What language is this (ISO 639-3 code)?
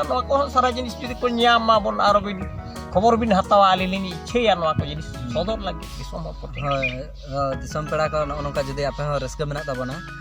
sat